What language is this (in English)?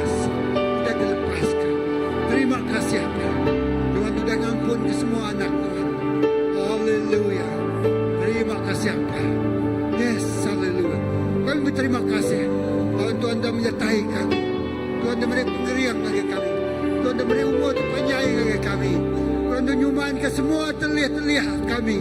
Iban